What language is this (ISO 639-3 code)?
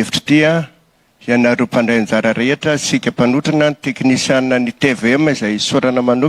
mlg